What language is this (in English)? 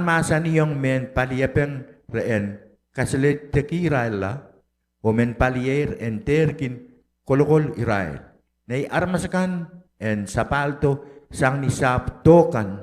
Pohnpeian